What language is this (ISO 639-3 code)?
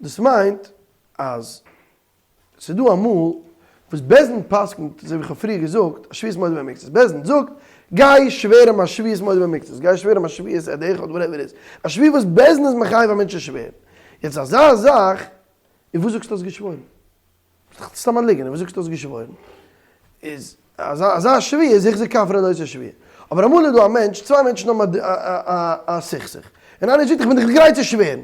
yid